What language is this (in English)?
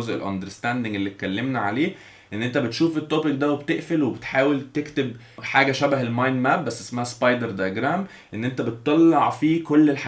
Egyptian Arabic